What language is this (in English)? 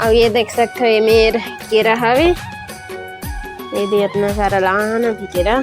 Chhattisgarhi